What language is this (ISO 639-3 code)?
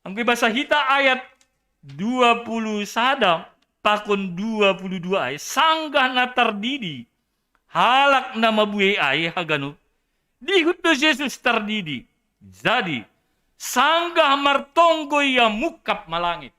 bts